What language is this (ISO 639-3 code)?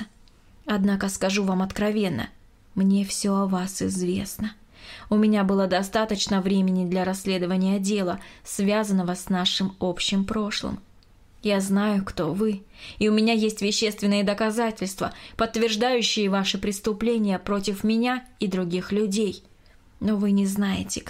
rus